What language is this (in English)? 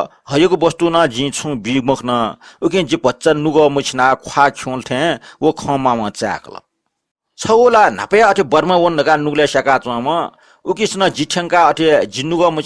Newari